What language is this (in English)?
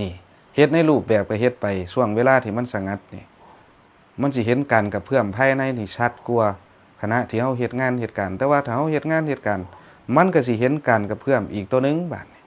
Northeastern Thai